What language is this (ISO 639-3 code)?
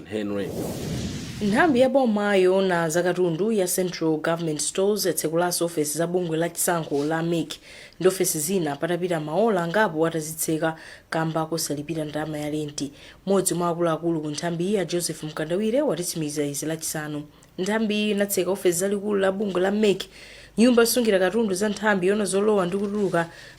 nya